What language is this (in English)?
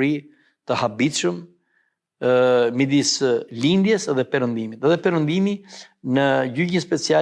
Albanian